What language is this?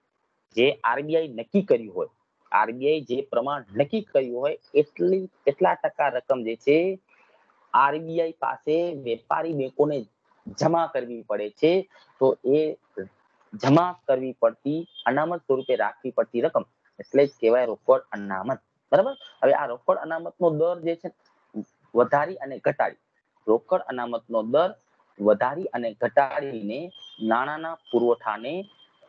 Gujarati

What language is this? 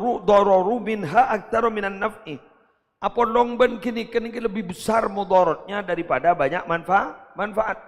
Madurese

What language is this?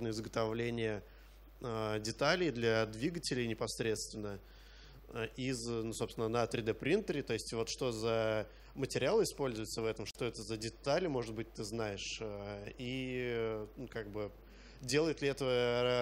Russian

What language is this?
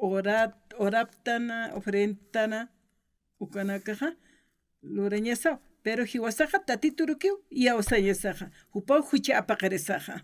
Aymara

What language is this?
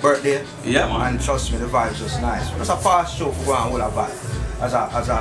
Jamaican Creole English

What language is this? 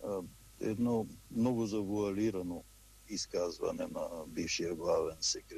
Bulgarian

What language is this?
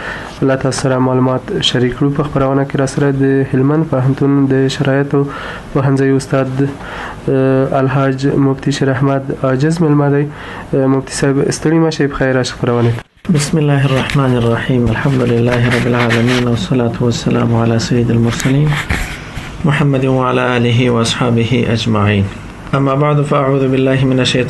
Pashto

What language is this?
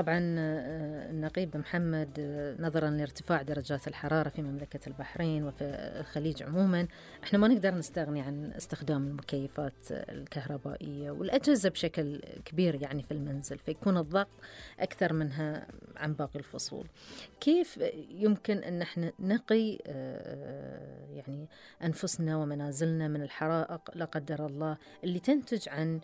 Gulf Arabic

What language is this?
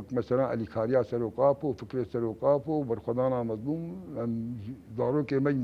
Kurdish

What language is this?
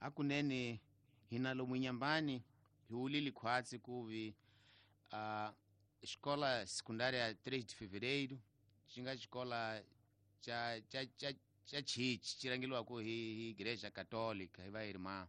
Tsonga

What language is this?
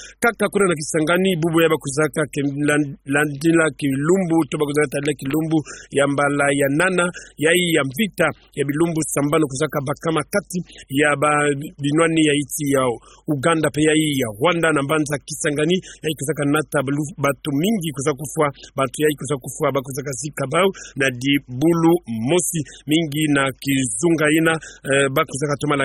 Kituba (Democratic Republic of Congo)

